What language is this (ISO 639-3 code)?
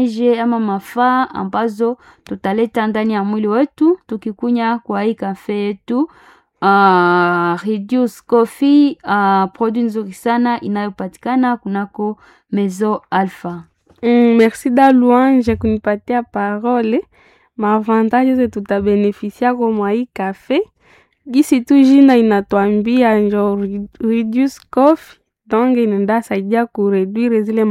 swa